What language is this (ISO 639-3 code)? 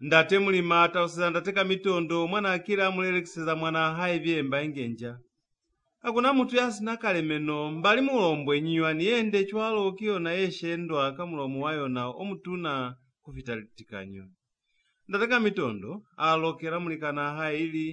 loz